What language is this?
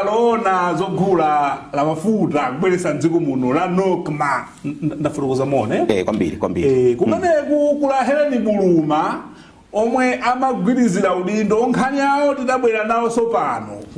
Nyanja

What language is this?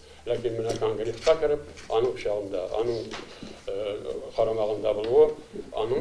Tatar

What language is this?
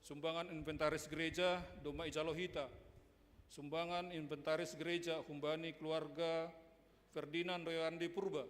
Batak Simalungun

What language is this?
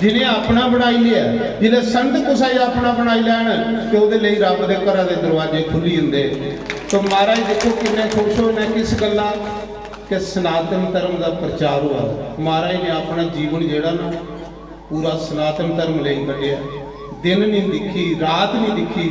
Dogri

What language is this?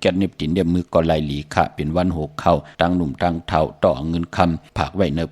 Shan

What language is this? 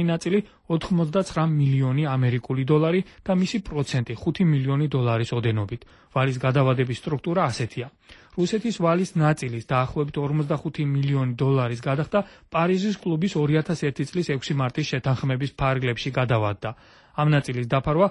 Georgian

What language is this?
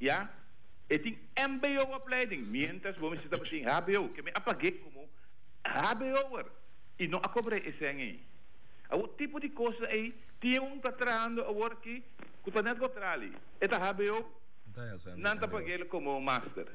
Papiamento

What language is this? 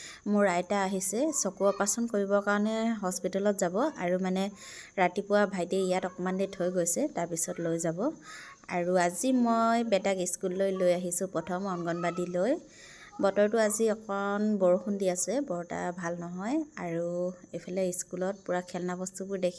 Assamese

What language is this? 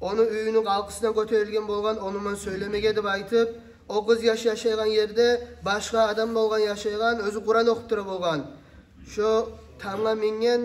Kumyk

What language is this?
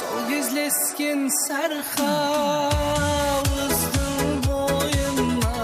Kara-Kalpak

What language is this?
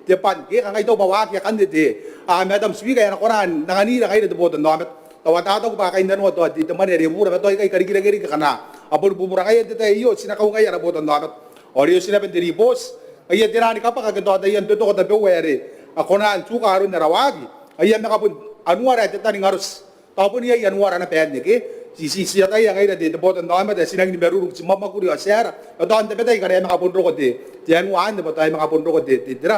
Gilbertese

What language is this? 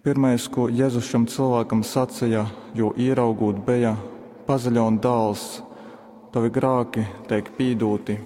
Latgalian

